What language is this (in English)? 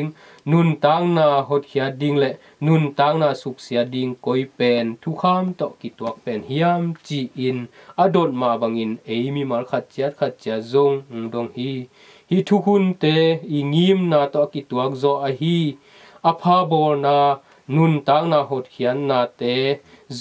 Tedim Chin